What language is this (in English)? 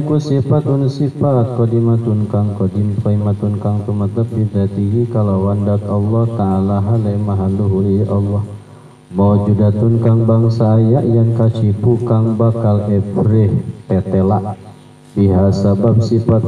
Sundanese